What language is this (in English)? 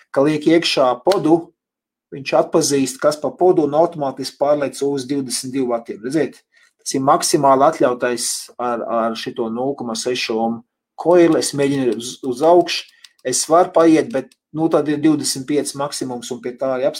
Latvian